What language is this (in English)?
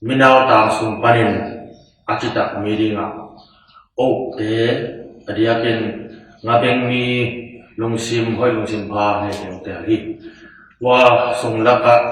Tedim Chin